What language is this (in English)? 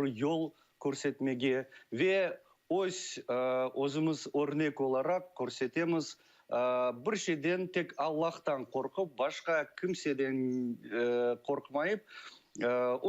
Crimean Tatar